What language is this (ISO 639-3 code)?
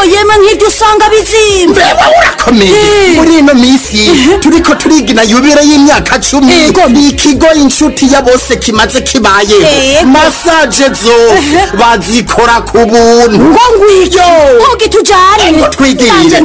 run